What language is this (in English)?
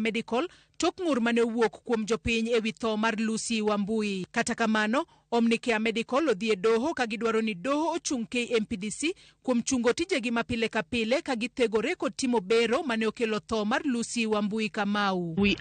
Luo (Kenya and Tanzania)